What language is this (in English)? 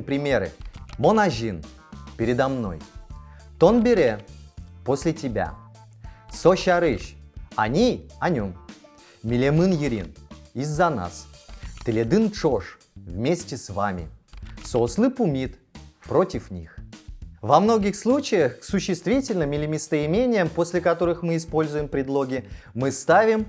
Udmurt